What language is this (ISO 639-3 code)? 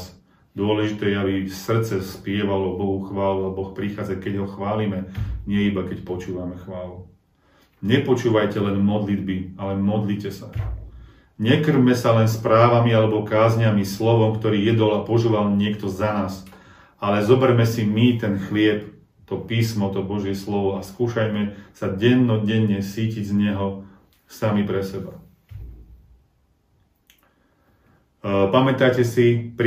slk